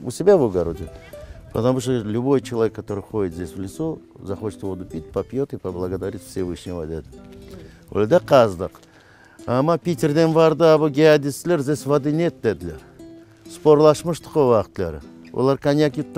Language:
Crimean Tatar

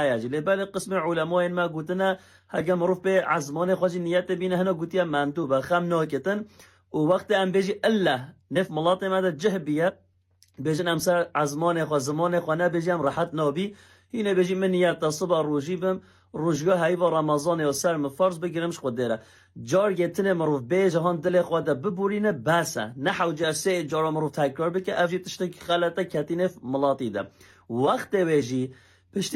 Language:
Kurdish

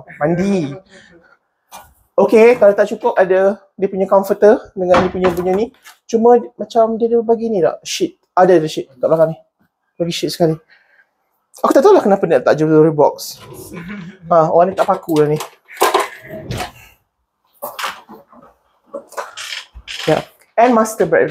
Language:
Malay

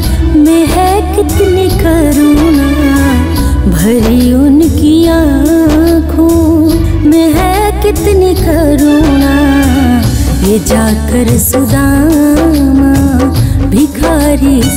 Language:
Hindi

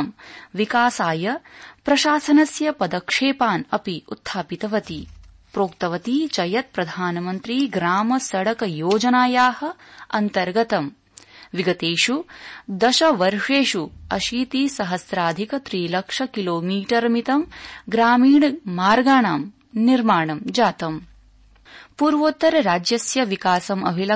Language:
Sanskrit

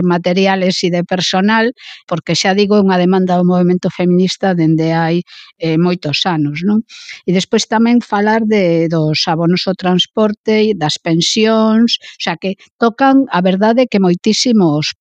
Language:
Galician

